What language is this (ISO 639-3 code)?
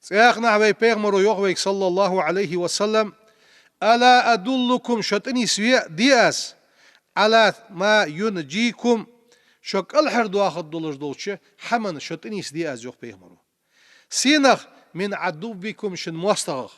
inh